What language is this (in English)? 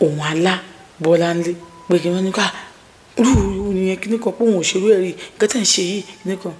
Yoruba